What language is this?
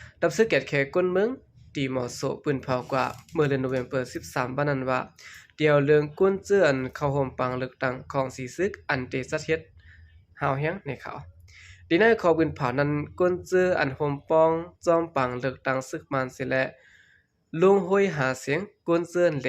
Shan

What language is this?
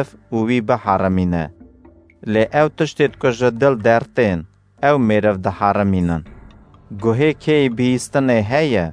Kurdish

